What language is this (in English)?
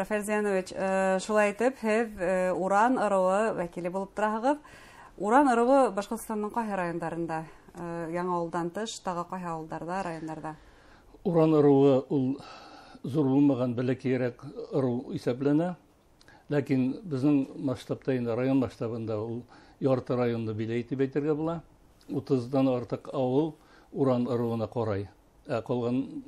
Bashkir